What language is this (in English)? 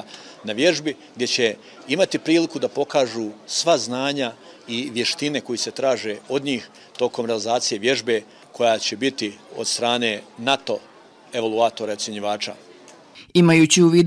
Bosnian